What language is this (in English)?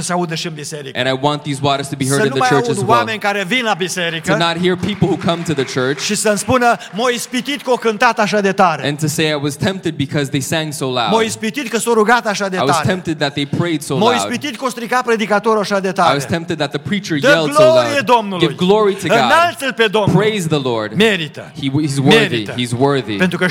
Romanian